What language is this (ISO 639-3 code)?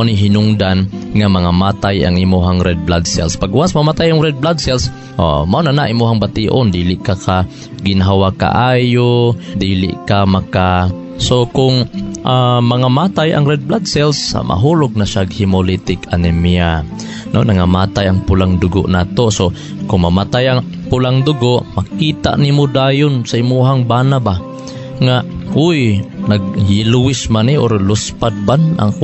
ceb